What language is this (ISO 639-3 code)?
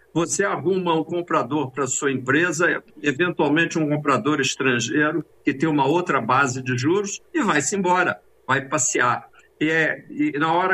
por